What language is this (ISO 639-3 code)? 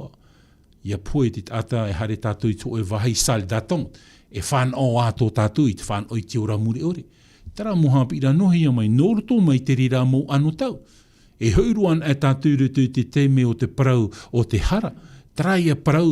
tah